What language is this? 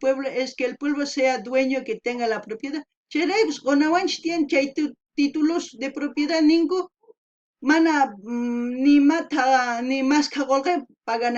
South Bolivian Quechua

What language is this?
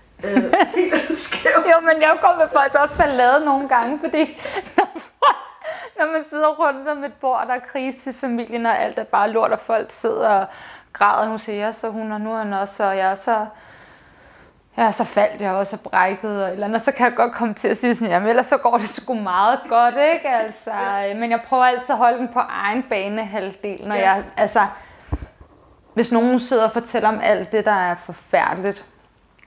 Danish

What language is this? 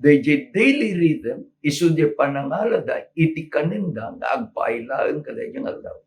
Iloko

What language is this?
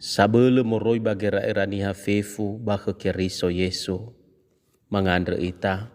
Nias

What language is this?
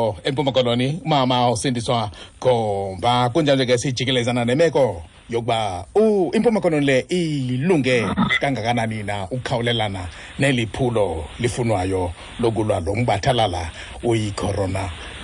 Xhosa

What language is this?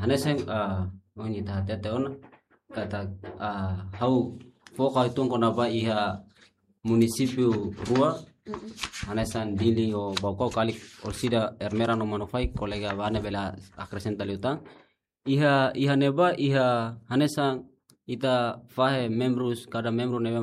Tetum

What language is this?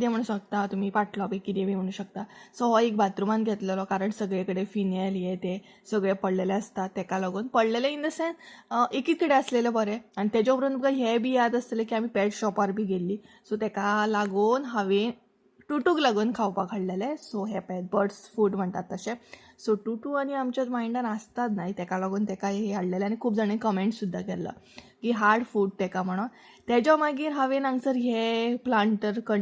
Konkani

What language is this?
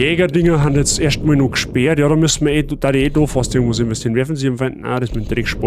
Bavarian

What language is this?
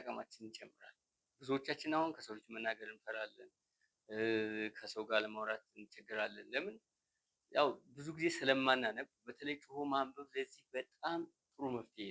Amharic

